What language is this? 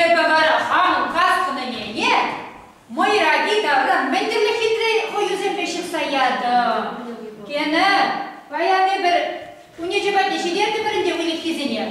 Chuvash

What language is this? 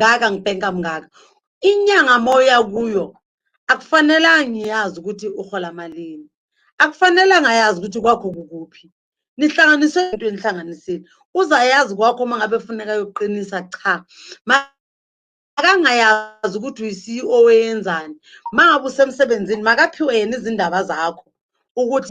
Zulu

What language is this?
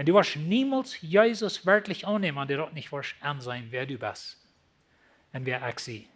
Plautdietsch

